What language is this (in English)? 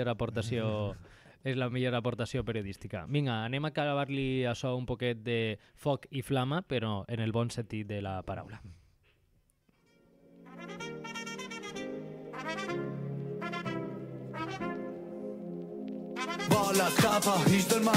Catalan